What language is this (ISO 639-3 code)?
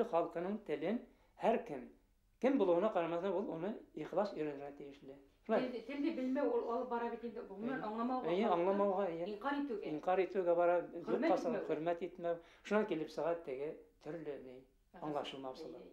bak